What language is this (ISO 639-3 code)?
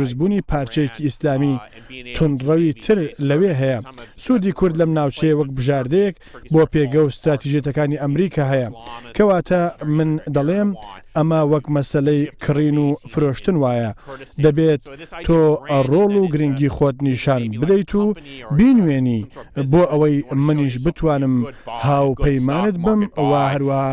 ckb